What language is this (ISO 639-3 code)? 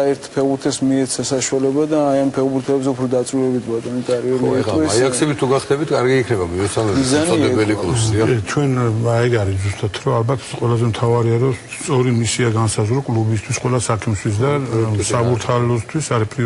kat